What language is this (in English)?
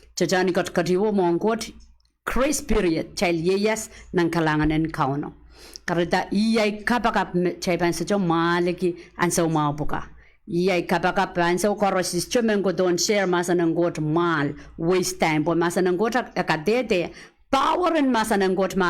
Pohnpeian